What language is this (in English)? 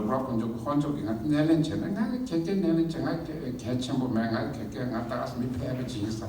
Tibetan